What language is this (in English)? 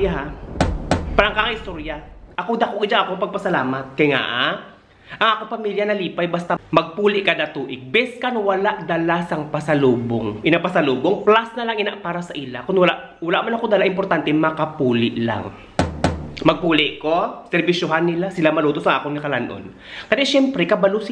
Hiligaynon